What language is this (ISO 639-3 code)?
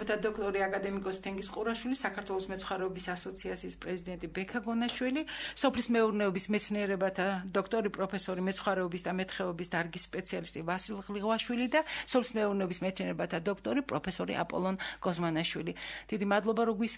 kat